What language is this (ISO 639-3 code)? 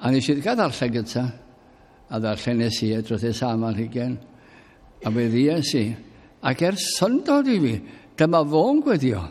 cym